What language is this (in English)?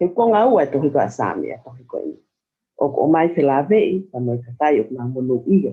Tongan